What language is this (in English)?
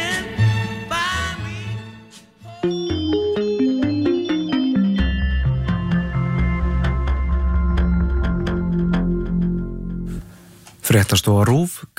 Icelandic